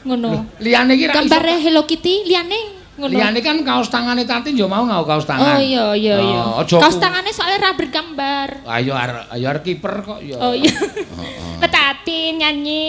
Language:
Javanese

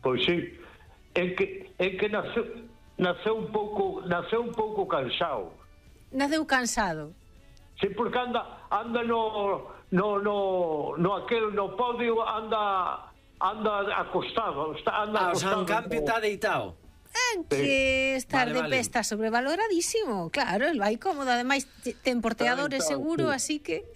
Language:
Galician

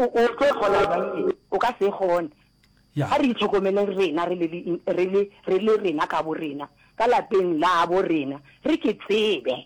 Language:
Northern Sotho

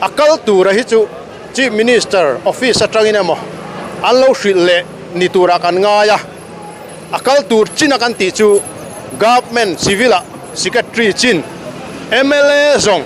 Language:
Mizo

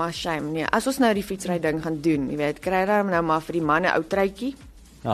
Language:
Afrikaans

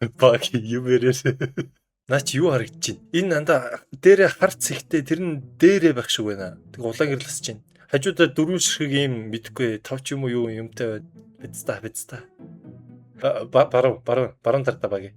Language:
Mongolian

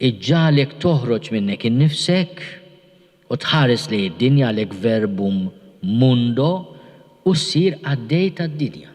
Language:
Maltese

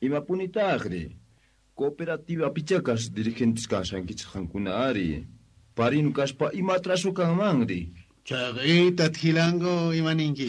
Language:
South Bolivian Quechua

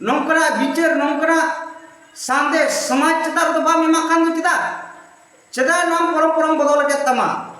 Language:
Santali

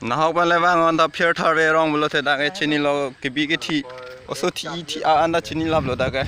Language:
Karbi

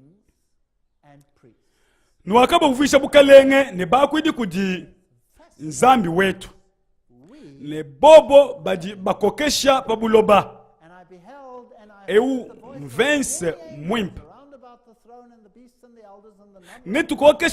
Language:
Luba-Lulua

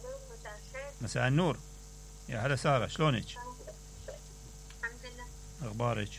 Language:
Mesopotamian Arabic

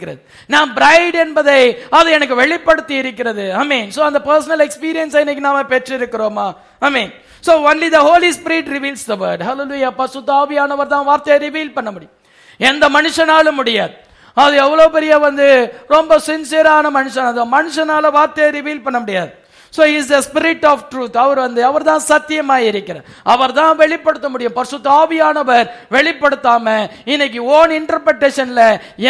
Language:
Tamil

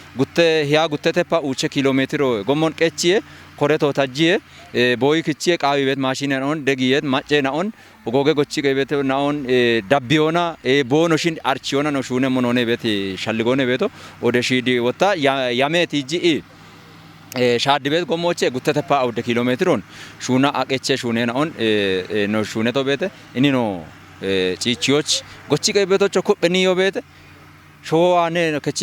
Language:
Kafa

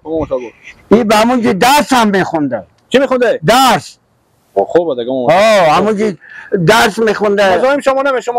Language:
Persian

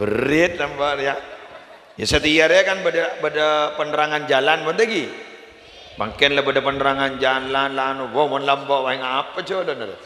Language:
Madurese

